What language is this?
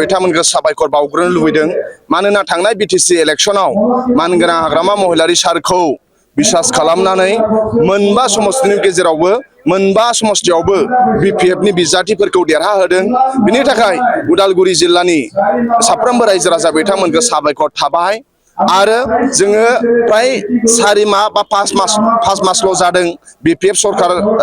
Bodo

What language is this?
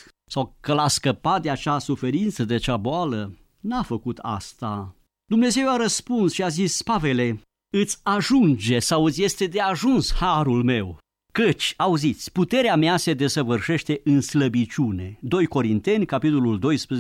Romanian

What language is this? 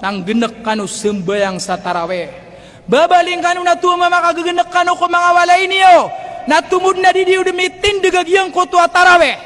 Maranao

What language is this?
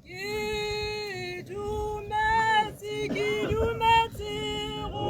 Tswana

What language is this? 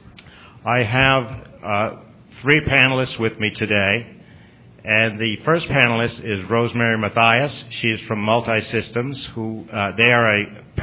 English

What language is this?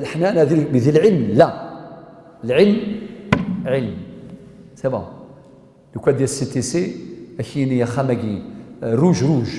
Kabyle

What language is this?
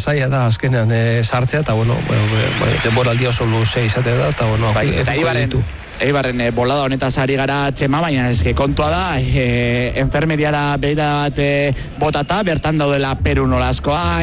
Basque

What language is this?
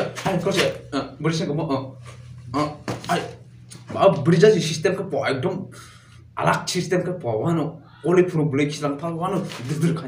Kok Borok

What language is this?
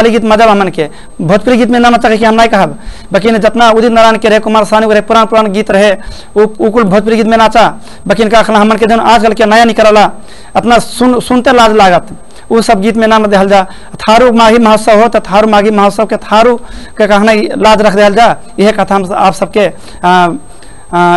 Bhojpuri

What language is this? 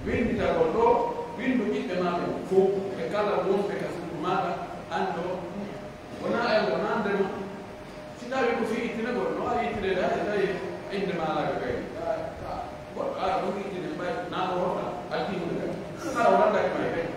Pular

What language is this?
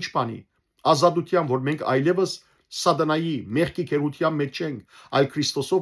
Western Armenian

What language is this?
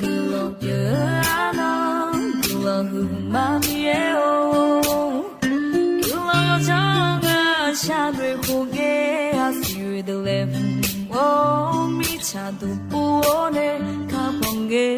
Akha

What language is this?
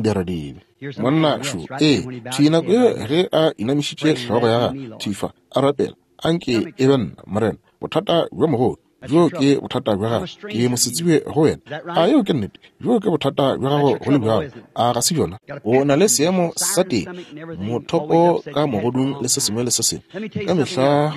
Northern Sotho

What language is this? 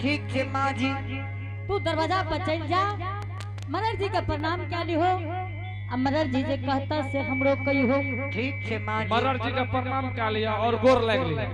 Angika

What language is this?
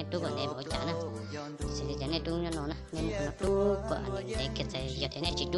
Hmong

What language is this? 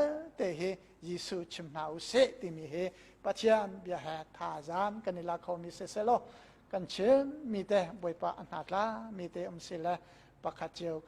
Hakha Chin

